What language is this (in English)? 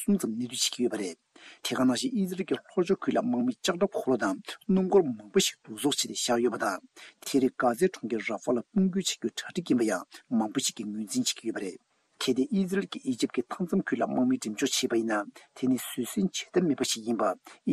Tibetan